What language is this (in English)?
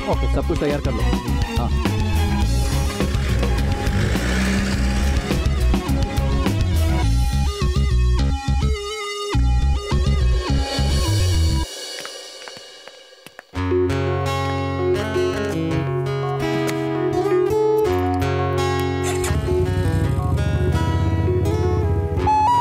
Hindi